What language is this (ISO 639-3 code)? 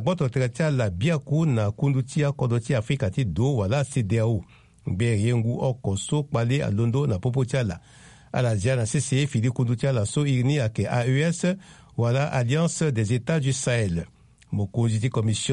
sag